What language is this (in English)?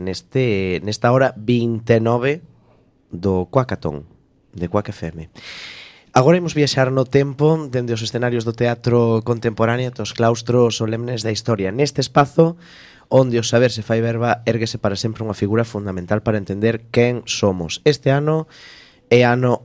Galician